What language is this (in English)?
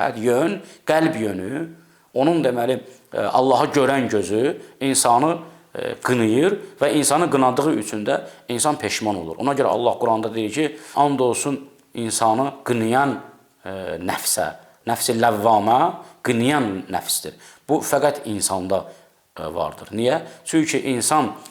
Azerbaijani